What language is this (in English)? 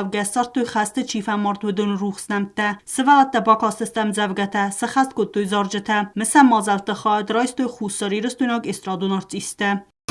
Ossetic